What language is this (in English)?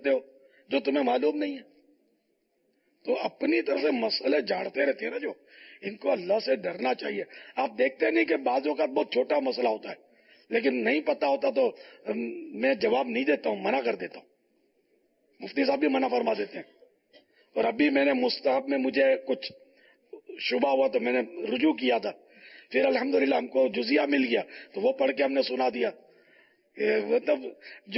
Urdu